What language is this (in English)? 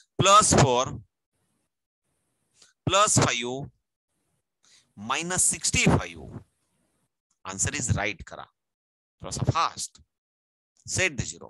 Marathi